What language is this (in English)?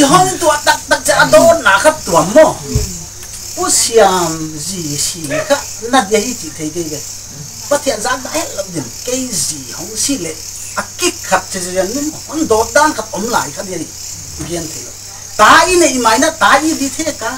Paite Chin